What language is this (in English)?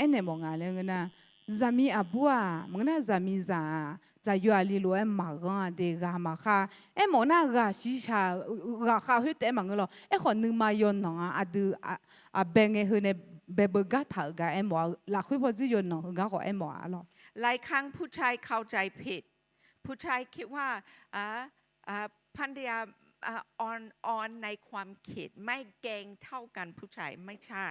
Akha